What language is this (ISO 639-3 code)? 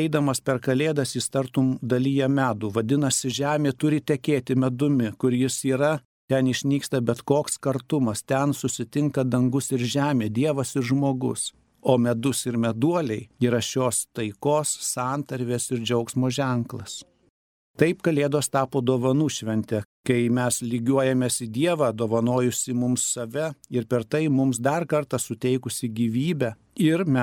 lit